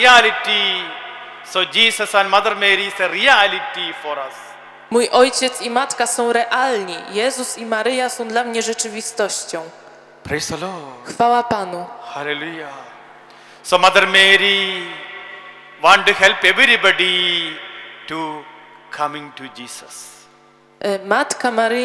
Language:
Polish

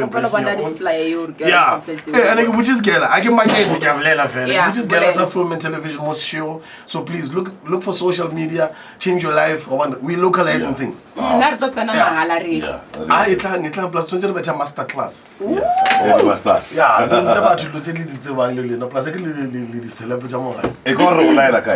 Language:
Northern Sotho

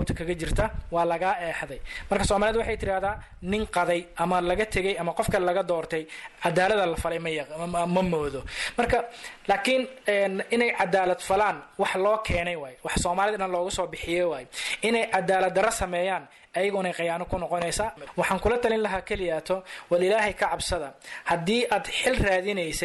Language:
Somali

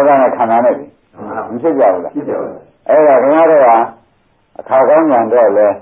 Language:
Burmese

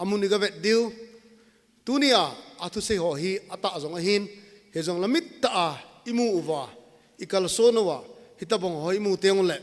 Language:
Thado Chin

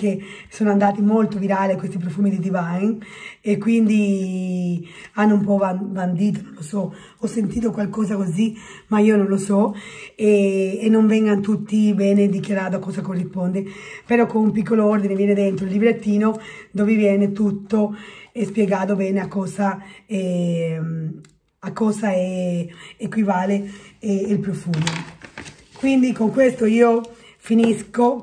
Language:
Italian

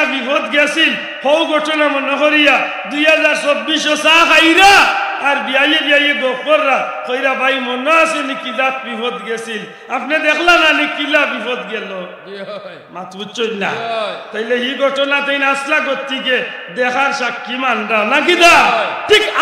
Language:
Sylheti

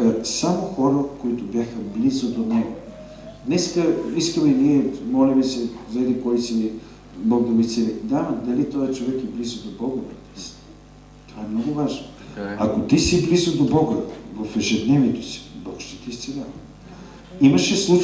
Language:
Bulgarian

